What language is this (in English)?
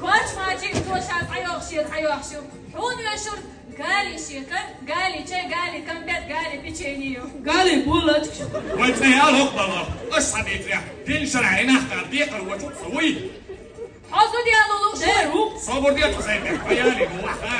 Chechen